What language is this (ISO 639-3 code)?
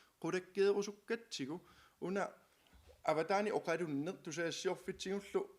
kal